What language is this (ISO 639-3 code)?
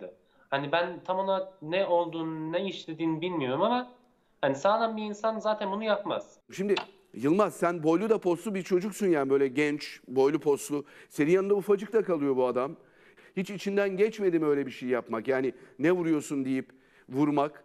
tur